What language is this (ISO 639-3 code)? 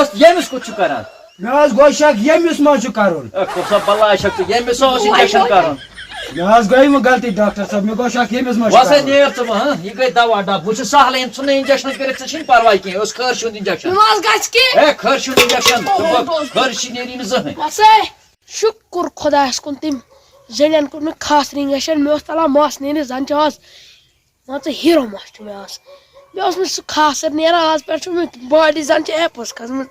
kas